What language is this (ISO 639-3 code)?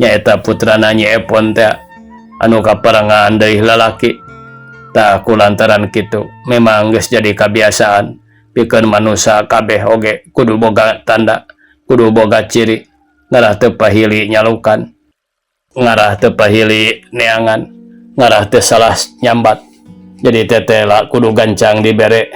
sun